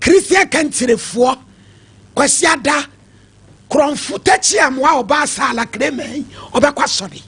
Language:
Akan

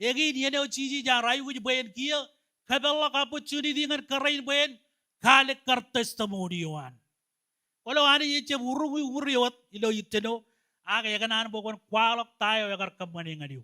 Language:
Marshallese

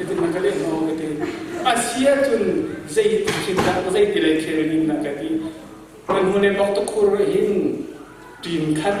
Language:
Hakha Chin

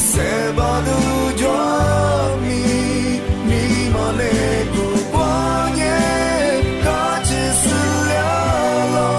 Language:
Lisu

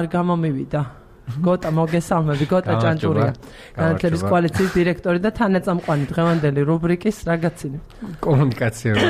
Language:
Georgian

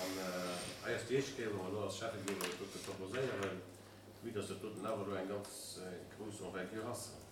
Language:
Luxembourgish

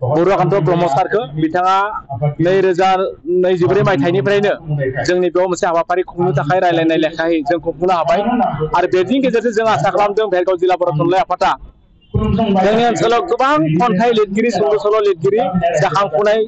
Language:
Bodo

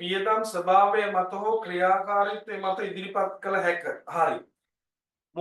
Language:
Sinhala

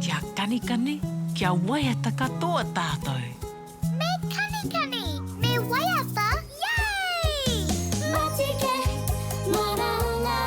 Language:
Māori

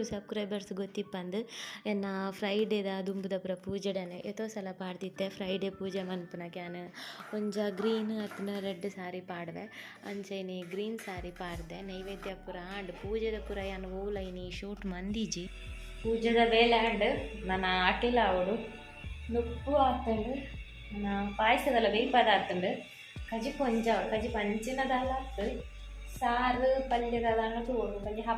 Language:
Tulu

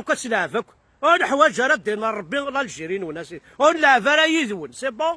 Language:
Kabyle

